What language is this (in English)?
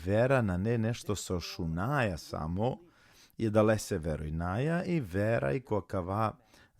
Balkan Romani